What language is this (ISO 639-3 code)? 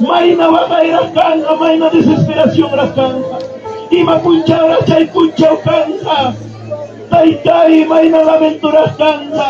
quy